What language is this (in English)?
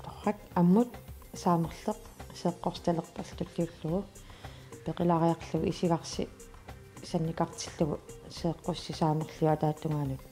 Kalaallisut